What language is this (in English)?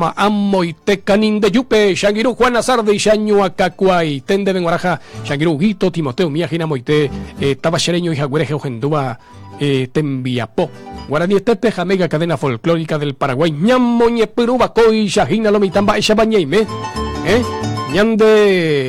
Guarani